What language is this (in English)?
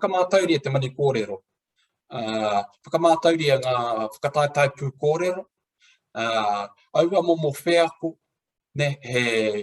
Māori